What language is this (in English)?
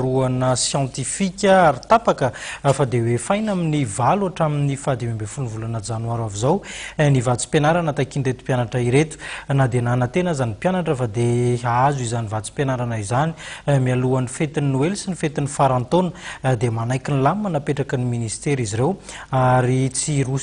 Malagasy